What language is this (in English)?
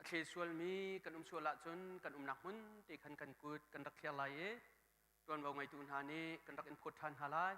Hakha Chin